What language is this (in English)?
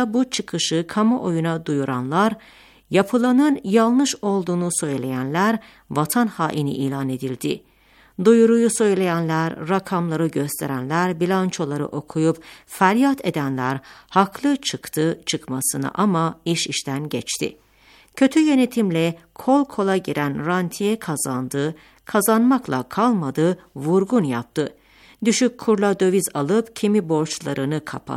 Turkish